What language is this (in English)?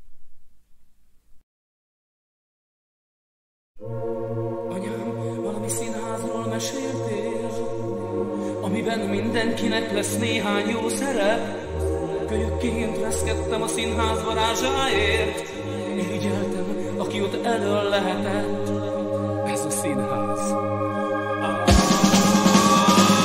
Hungarian